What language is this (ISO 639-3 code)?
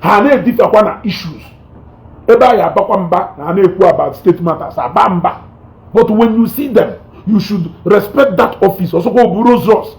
ibo